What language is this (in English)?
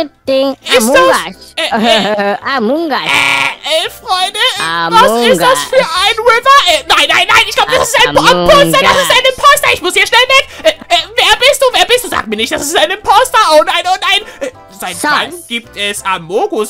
German